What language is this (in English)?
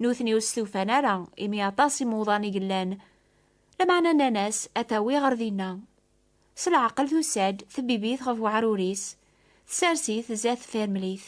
Kabyle